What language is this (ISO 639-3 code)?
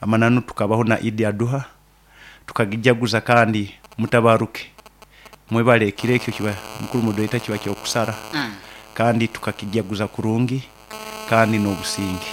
nyo